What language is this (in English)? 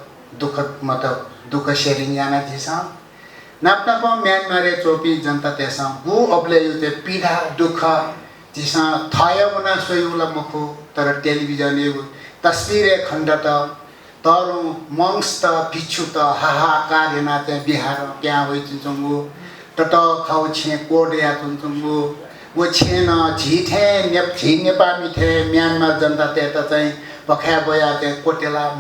Newari